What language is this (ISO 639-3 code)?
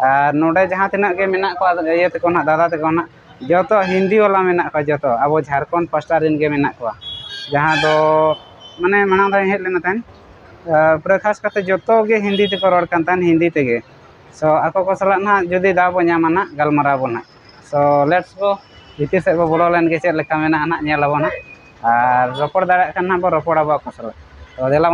sat